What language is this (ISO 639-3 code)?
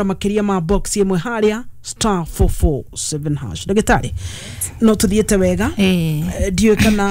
kik